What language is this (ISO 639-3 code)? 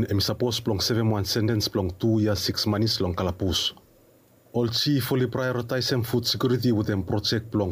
bis